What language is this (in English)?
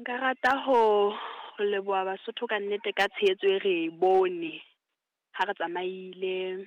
Southern Sotho